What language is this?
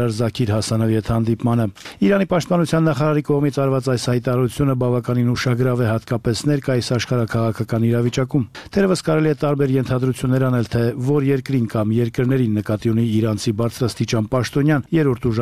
Armenian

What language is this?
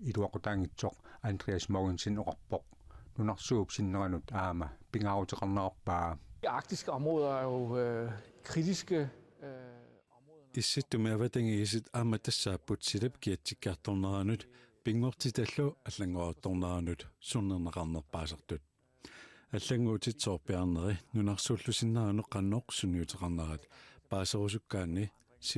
Kalaallisut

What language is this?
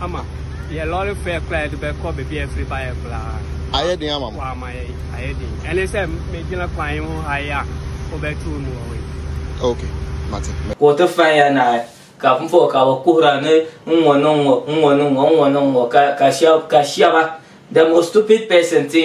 Dagbani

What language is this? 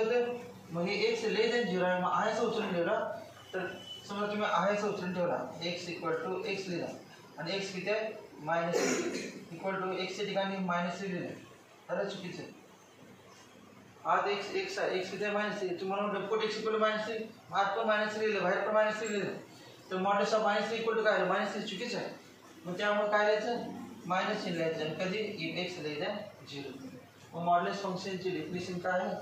Marathi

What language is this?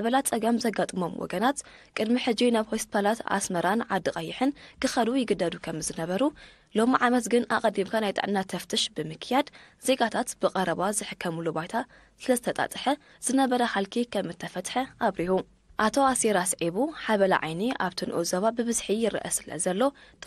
Tigrinya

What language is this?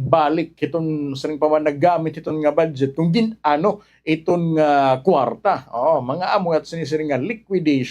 Waray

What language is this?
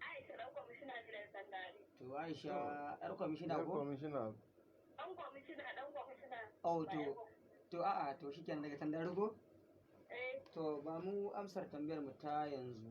Hausa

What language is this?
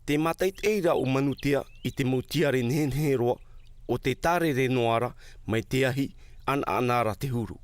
Tahitian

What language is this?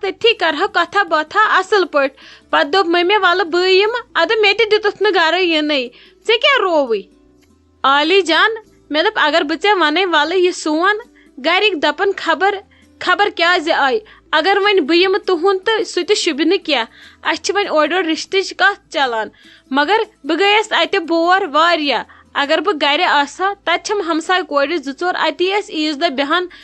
Kashmiri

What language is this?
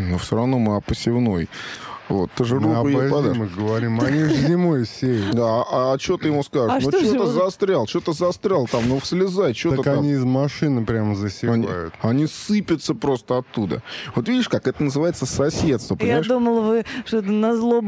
Russian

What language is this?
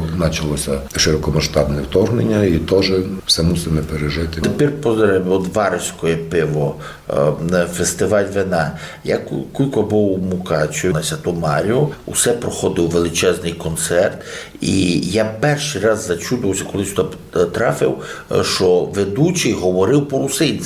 Rusyn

